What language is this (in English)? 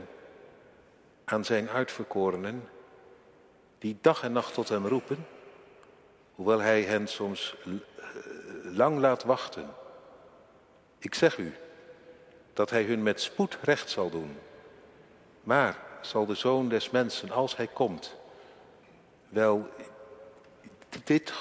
Dutch